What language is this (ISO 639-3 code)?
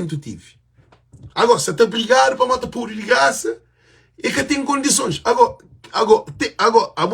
kea